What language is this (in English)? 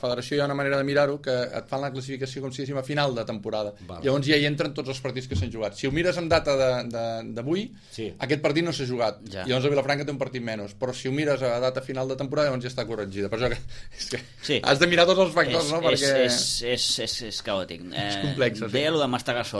Catalan